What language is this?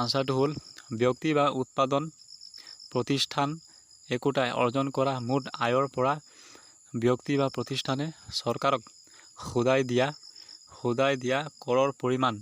Assamese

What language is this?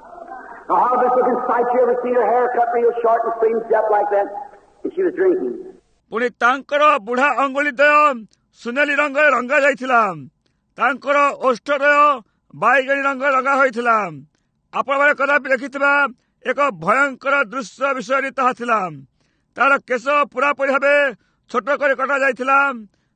Odia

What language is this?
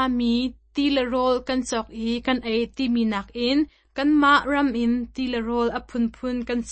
Hakha Chin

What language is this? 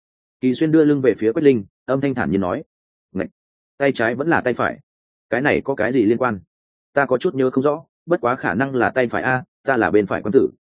Vietnamese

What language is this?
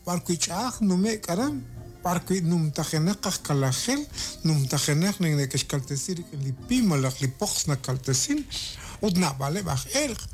Kekchí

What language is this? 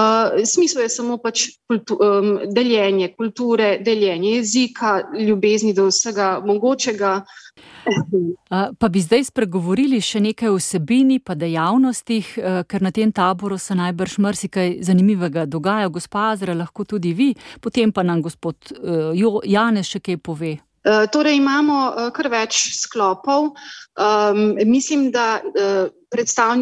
Slovenian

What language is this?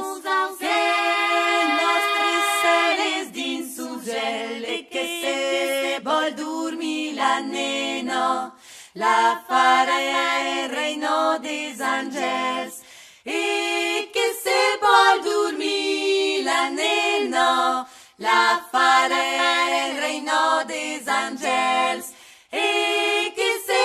Occitan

